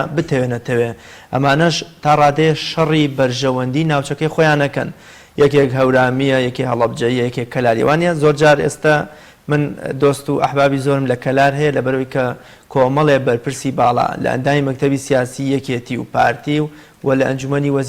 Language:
Central Kurdish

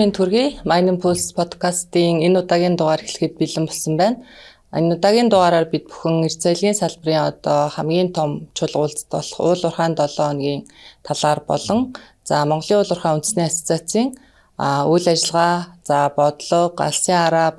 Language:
Mongolian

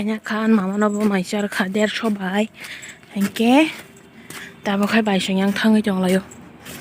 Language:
Kok Borok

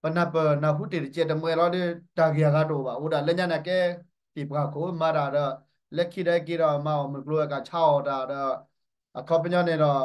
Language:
S'gaw Karen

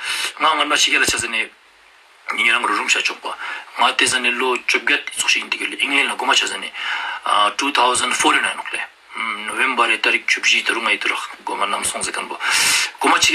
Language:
Ladakhi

